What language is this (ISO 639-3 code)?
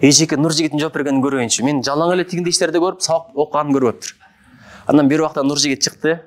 kir